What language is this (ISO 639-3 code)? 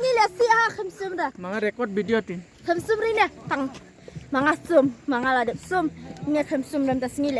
kha